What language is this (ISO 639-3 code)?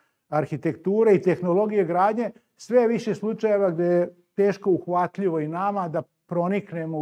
srp